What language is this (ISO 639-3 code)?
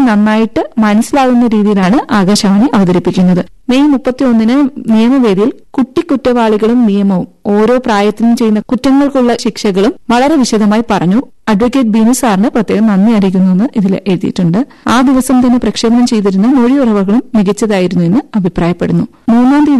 mal